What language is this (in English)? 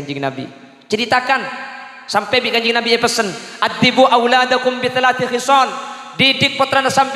Madurese